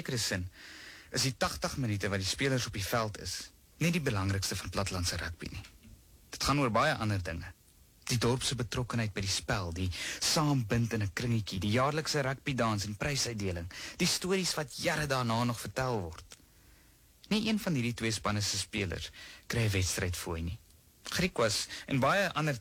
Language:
Afrikaans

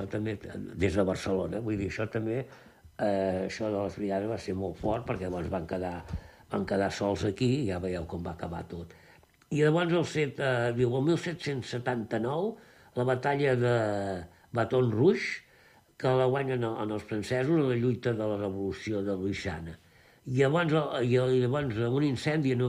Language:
Catalan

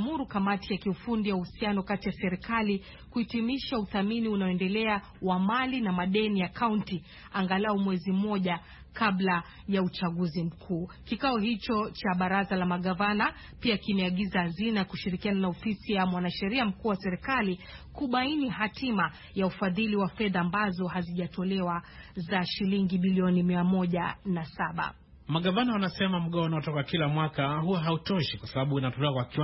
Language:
Swahili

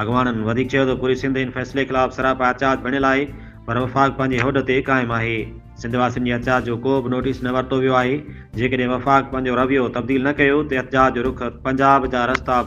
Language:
Sindhi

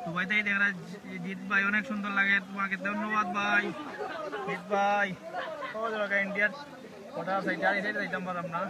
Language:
Sylheti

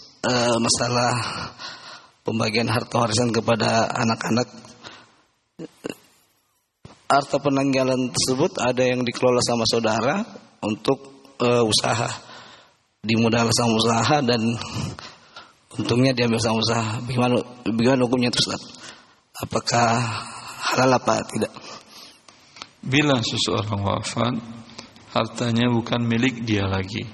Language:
Indonesian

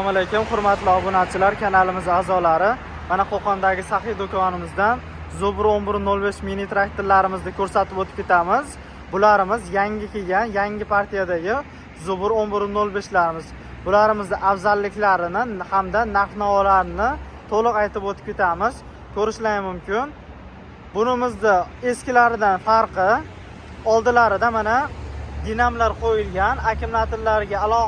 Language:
Uzbek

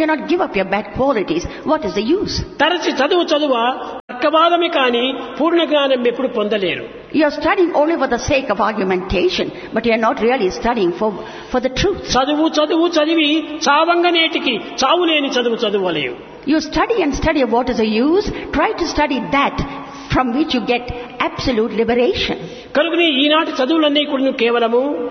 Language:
Telugu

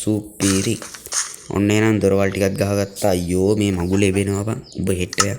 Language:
Sinhala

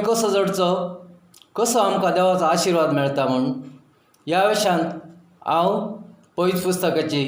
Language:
Konkani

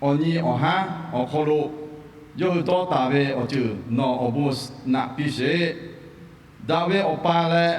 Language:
Lahu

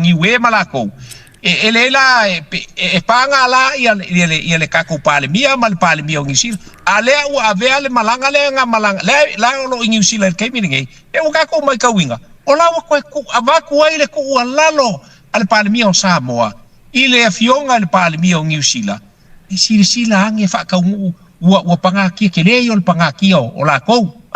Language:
Samoan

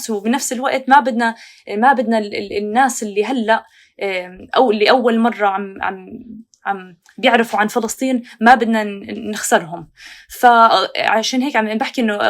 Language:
North Levantine Arabic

